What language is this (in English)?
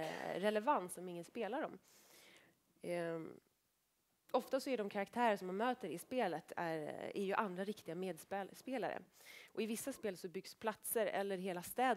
Swedish